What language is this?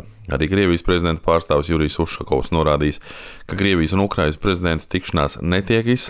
Latvian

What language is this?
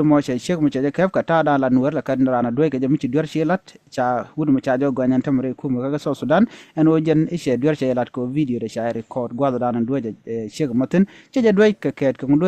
Nuer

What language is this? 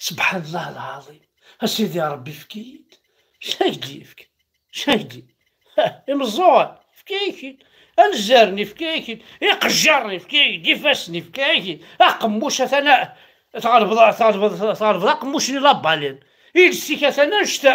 Kabyle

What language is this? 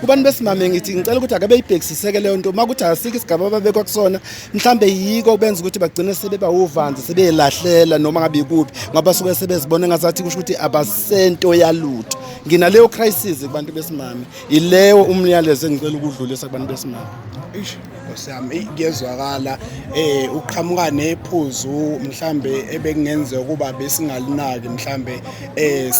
Zulu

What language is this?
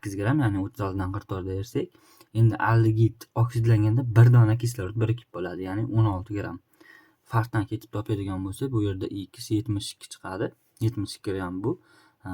Uzbek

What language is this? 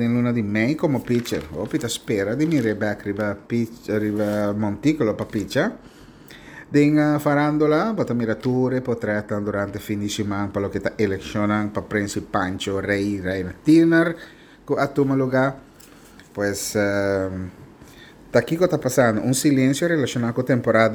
Papiamento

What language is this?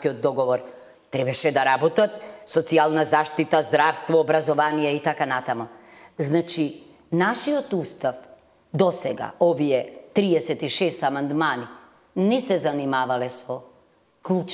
Macedonian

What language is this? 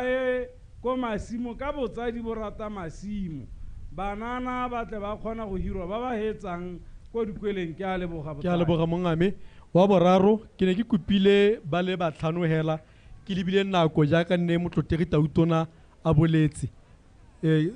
Tswana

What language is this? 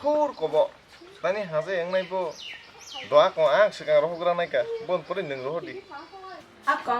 Kok Borok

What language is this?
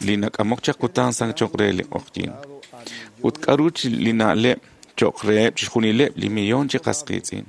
Kekchí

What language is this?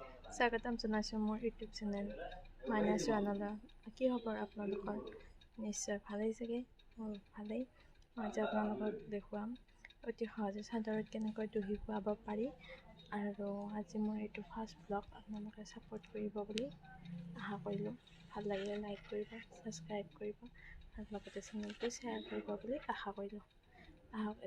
Assamese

